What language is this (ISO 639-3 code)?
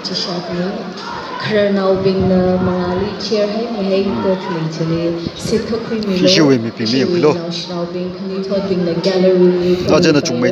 nmf